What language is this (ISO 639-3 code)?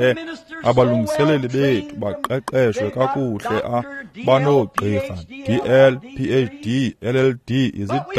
xho